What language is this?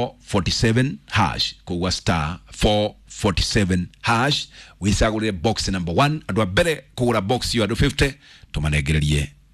Kikuyu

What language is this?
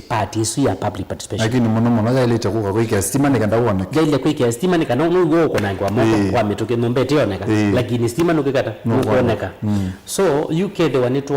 Kamba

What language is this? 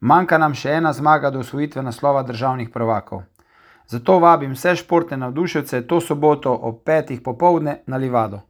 Slovenian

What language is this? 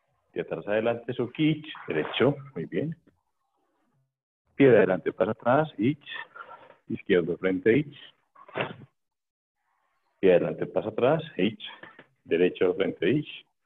Spanish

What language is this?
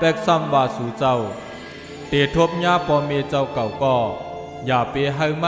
Shan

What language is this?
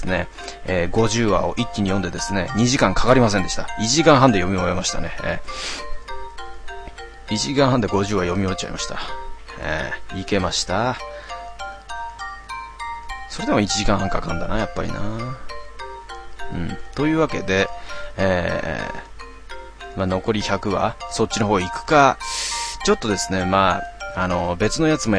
Japanese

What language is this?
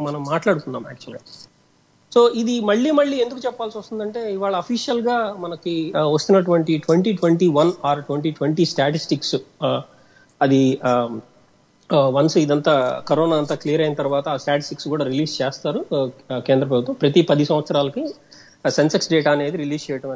Telugu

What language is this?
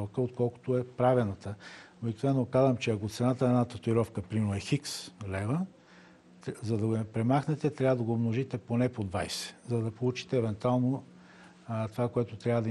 Bulgarian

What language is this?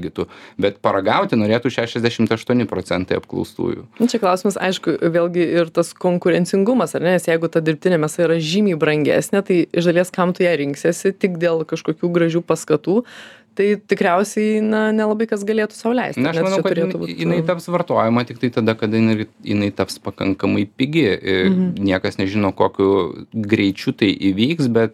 Lithuanian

